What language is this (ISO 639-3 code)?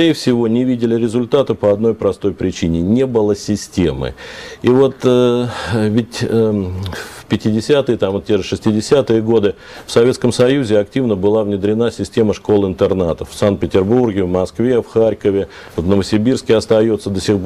rus